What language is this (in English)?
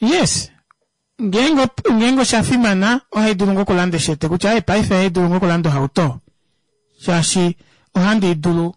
Kuanyama